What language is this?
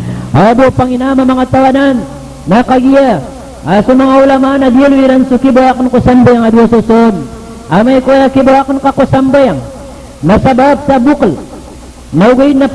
Maranao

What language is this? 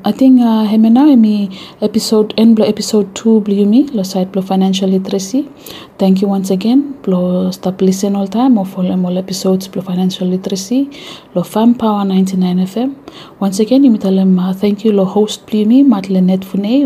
Bislama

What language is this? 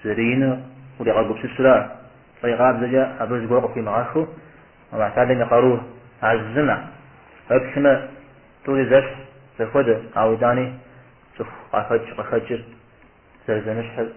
Kabardian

